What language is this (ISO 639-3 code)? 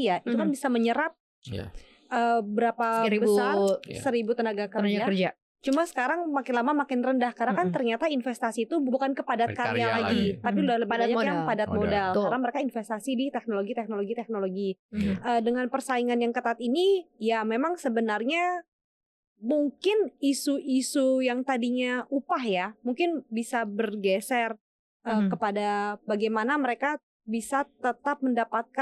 ind